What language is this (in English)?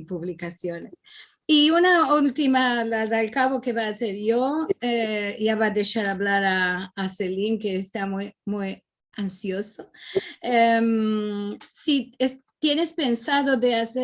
Ladino